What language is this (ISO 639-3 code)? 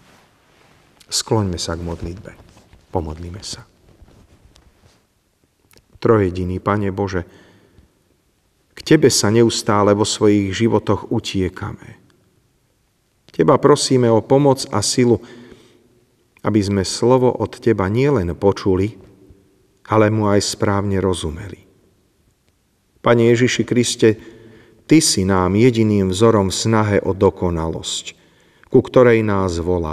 slk